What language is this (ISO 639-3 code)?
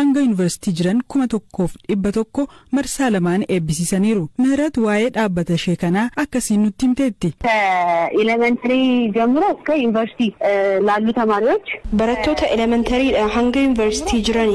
orm